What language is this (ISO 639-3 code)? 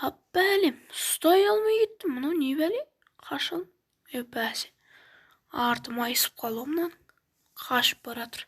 kaz